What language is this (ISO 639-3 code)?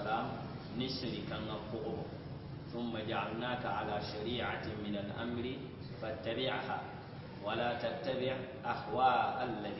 mos